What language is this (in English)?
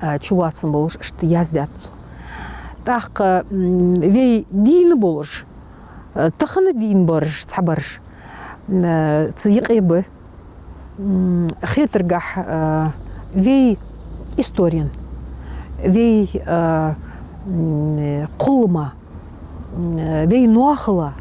Ingush